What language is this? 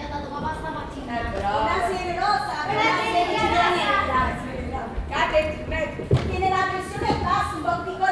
Neapolitan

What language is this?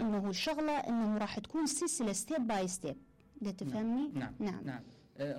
Mesopotamian Arabic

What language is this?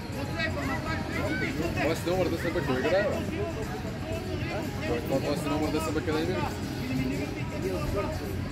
Bulgarian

